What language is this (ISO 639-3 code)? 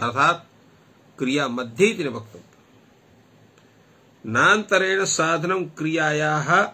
san